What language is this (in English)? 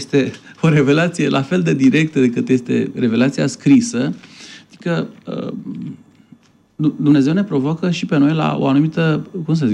Romanian